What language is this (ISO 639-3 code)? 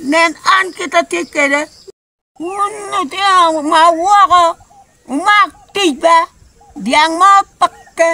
ach